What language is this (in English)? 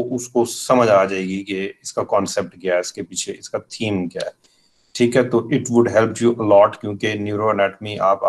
Hindi